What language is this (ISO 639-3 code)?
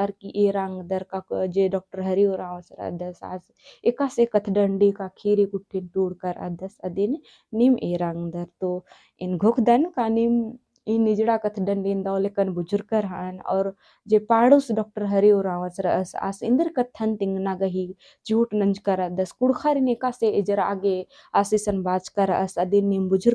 kru